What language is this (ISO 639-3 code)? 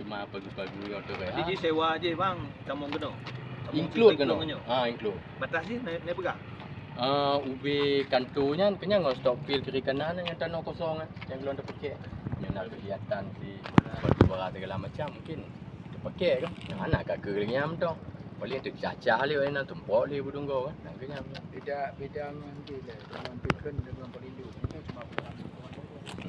ace